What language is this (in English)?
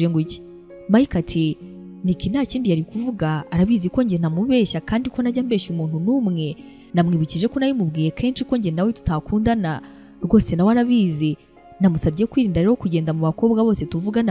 Kinyarwanda